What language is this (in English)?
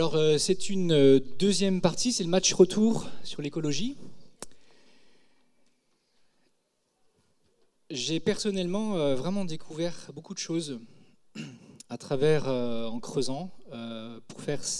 French